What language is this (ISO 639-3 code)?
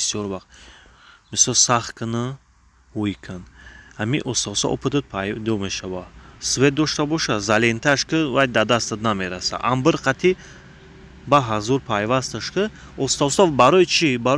tgk